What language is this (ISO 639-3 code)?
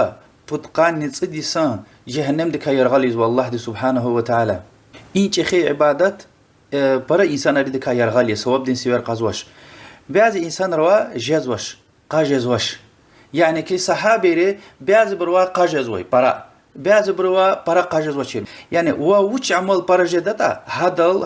lez